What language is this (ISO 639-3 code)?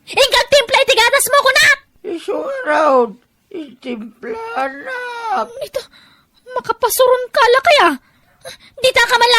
ilo